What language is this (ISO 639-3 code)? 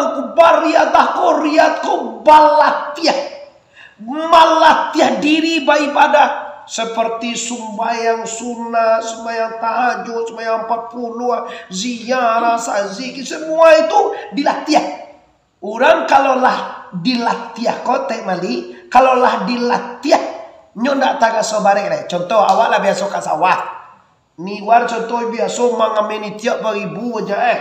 min